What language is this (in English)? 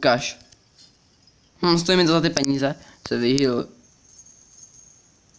Czech